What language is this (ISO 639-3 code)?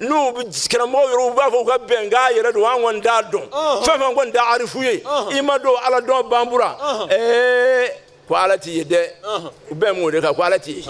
bam